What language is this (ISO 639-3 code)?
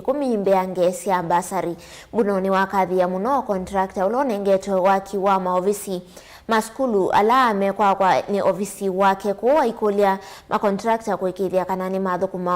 kam